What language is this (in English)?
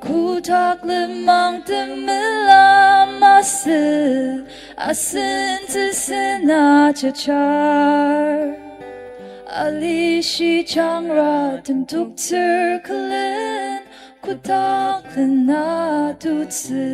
Ao Naga